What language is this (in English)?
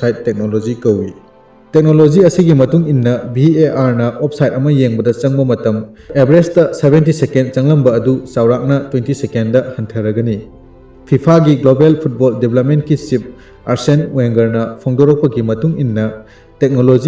Manipuri